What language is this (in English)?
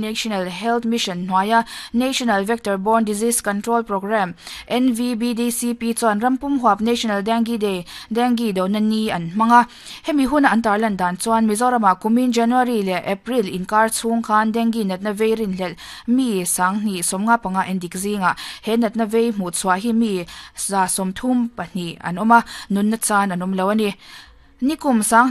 Mizo